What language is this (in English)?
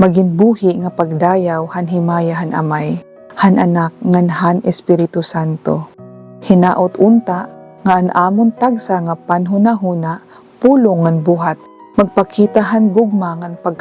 Waray